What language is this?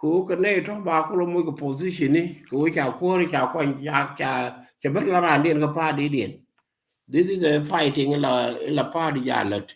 Nuer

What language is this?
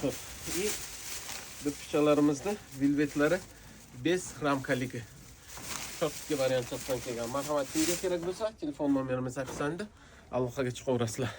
Uzbek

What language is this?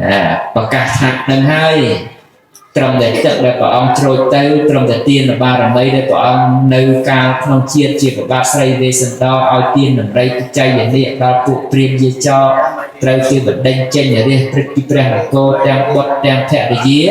Khmer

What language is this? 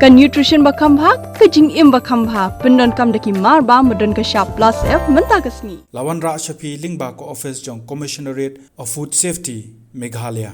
Khasi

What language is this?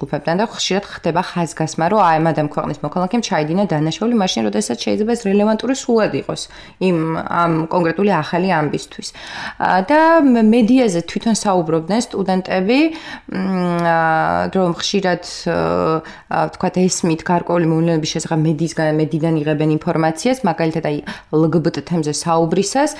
Georgian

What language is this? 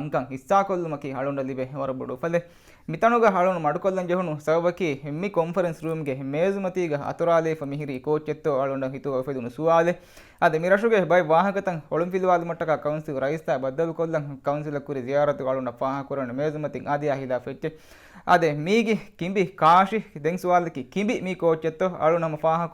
Divehi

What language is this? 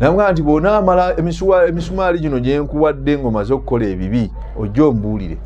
Ganda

